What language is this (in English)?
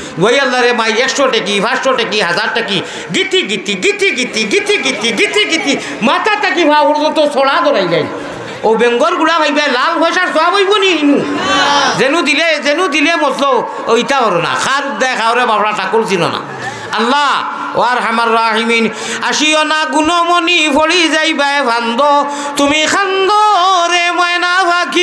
Sylheti